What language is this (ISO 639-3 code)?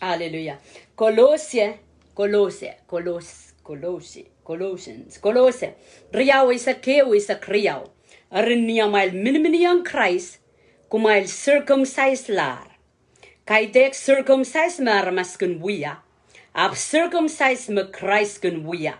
pon